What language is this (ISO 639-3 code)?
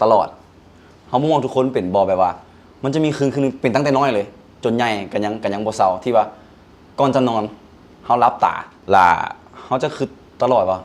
lao